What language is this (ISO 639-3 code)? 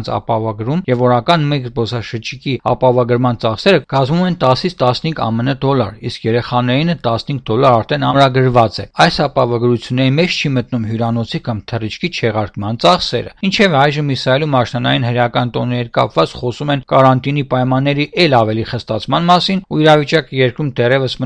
hye